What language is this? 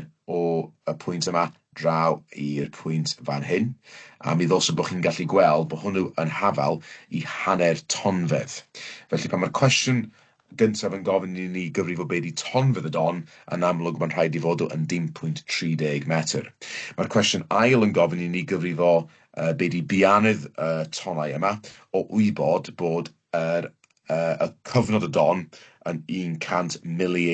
Welsh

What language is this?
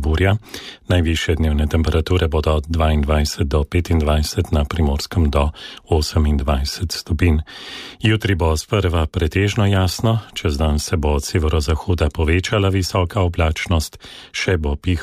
Slovenian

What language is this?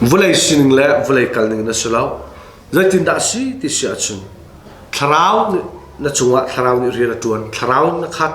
Hakha Chin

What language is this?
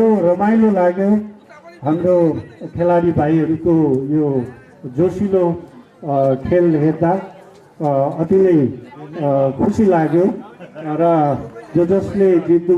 Nepali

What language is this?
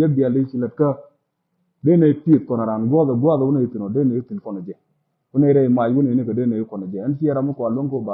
Nuer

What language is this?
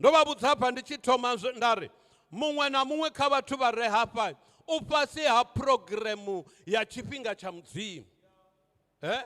Venda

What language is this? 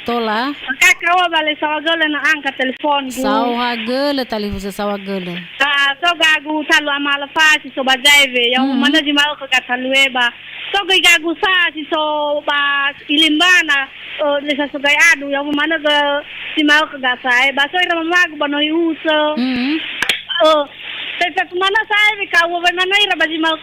Nias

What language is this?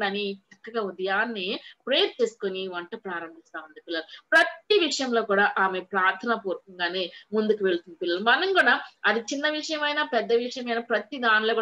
Telugu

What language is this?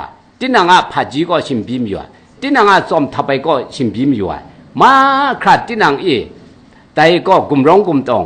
Kachin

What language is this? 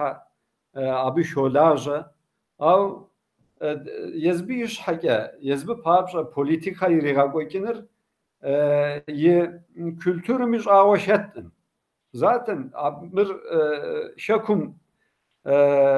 Kabardian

